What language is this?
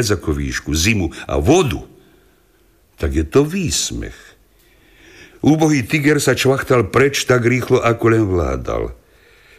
Slovak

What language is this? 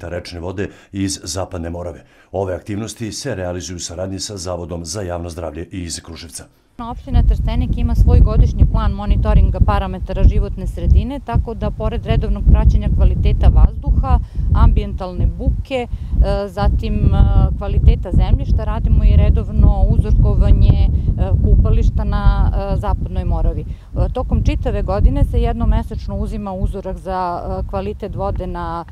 Serbian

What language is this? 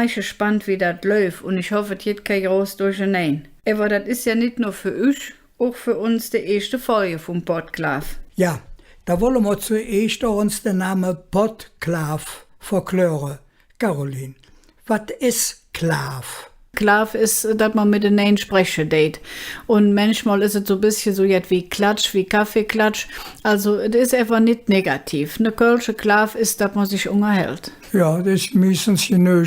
Colognian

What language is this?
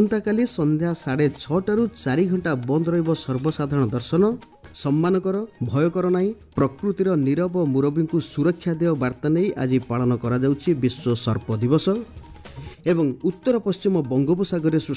Odia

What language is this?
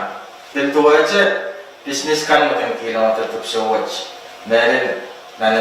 Pohnpeian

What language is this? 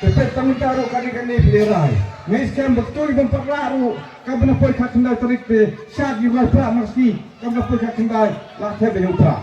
Khasi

